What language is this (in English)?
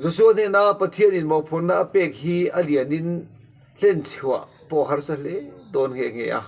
Mizo